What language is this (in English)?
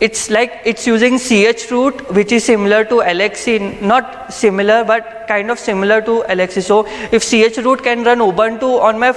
English